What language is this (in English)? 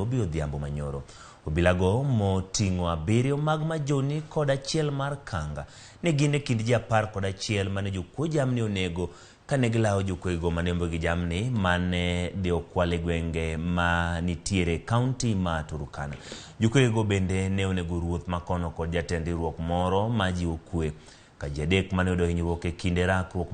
Luo (Kenya and Tanzania)